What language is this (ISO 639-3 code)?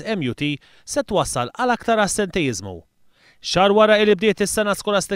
mlt